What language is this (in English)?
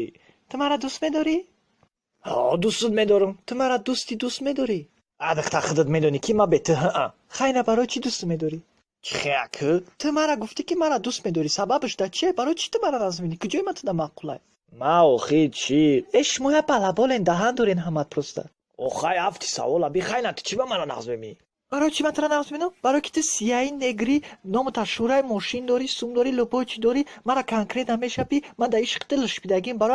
Tajik